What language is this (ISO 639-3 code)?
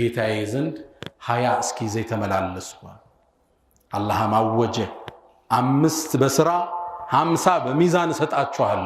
amh